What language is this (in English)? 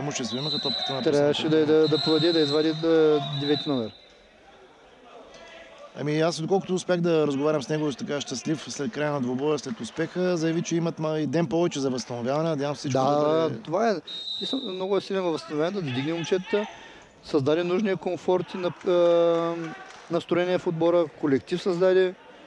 Bulgarian